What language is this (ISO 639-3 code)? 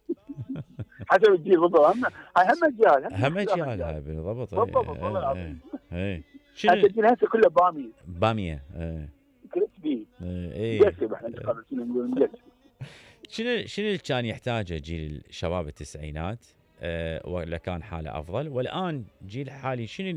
acm